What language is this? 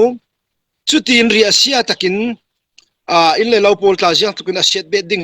Falam Chin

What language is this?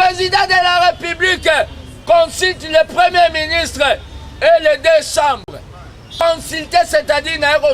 Lingala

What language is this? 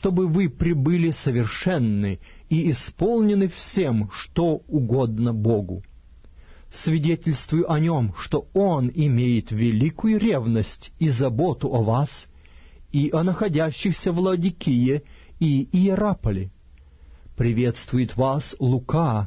Russian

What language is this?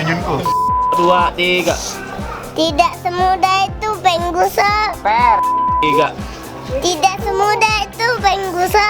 Musi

